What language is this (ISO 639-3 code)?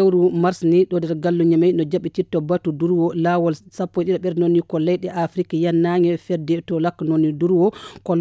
ful